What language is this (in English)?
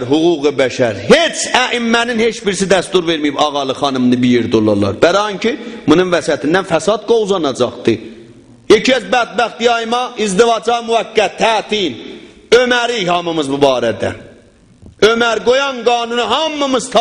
South Azerbaijani